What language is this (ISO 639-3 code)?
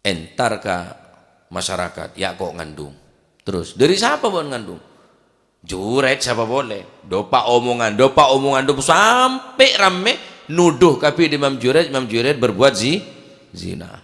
mad